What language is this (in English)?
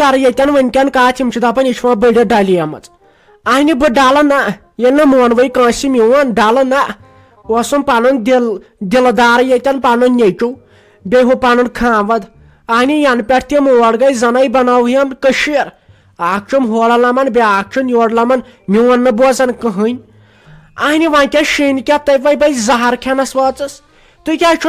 Kashmiri